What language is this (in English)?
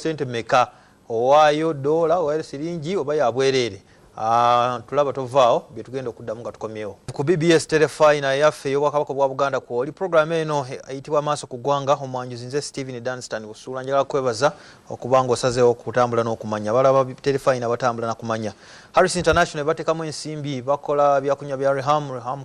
Ganda